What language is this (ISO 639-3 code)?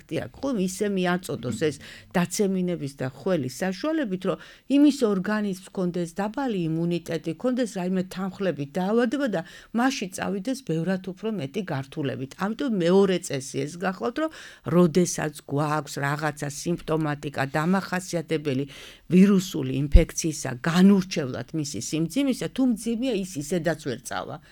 kat